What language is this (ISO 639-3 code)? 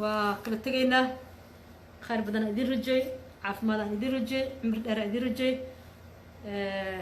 som